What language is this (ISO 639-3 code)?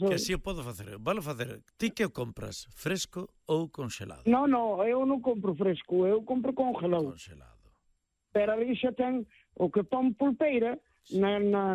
glg